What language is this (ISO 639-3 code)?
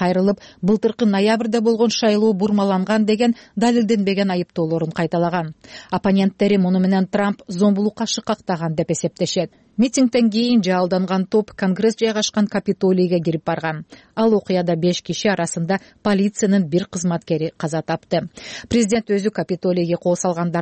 kir